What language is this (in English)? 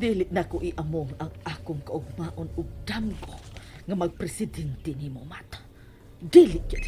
Cebuano